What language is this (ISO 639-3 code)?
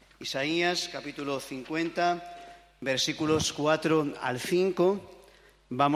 spa